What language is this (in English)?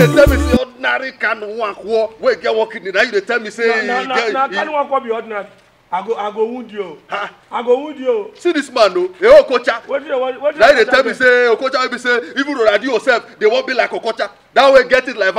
Nigerian Pidgin